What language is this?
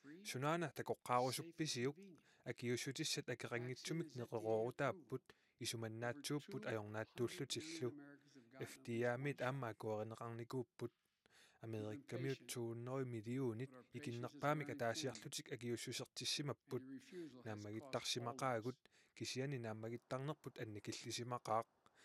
Kalaallisut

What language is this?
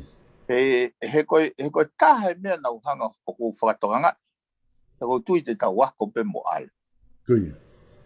Tongan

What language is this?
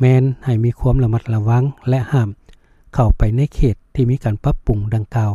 Lao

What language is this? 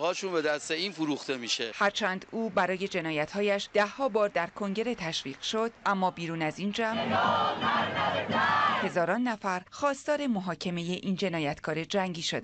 Persian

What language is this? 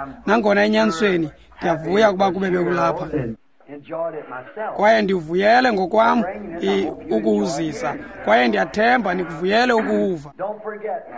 Xhosa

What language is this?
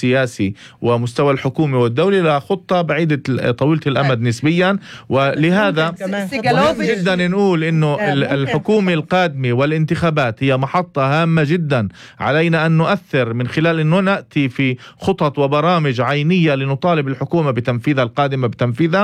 North Levantine Arabic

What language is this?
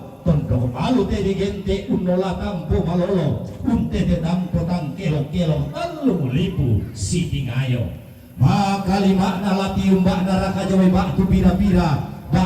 Toraja-Sa'dan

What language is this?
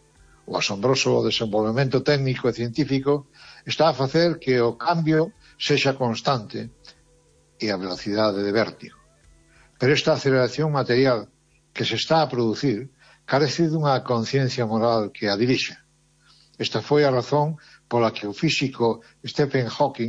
Galician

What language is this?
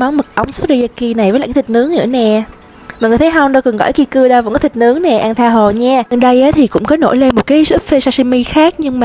Vietnamese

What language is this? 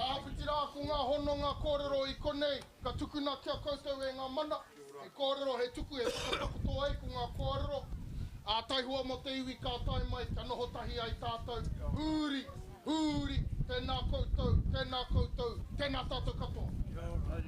Māori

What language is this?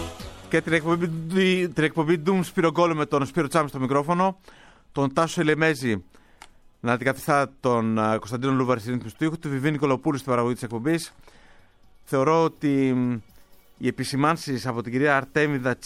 Greek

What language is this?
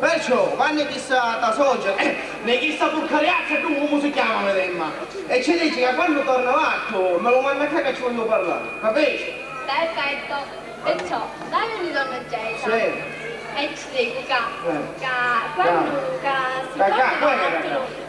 Sicilian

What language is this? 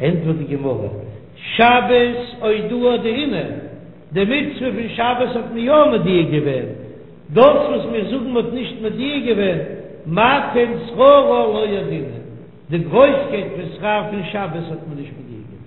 Yiddish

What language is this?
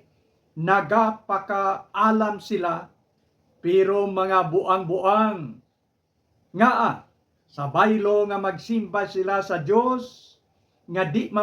Hiligaynon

